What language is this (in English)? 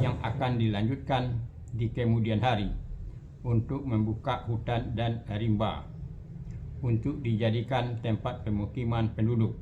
Minangkabau